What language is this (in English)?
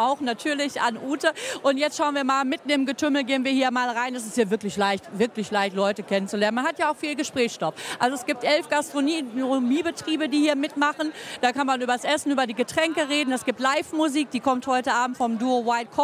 German